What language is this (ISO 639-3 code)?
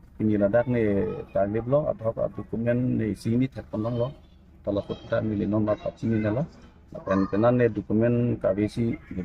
mjw